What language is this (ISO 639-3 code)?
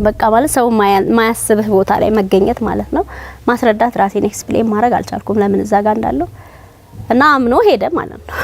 amh